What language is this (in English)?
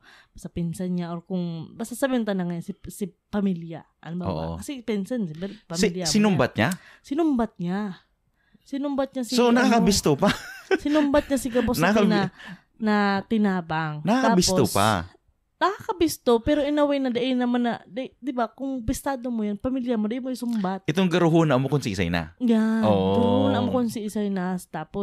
Bikol